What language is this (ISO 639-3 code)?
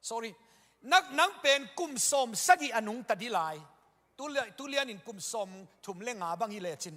ctd